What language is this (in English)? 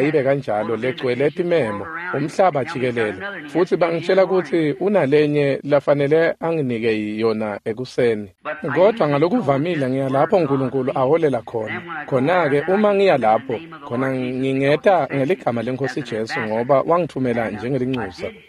Swati